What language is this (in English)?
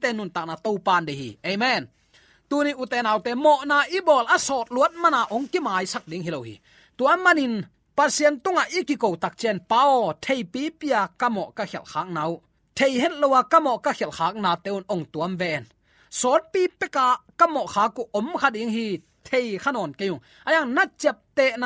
Tedim Chin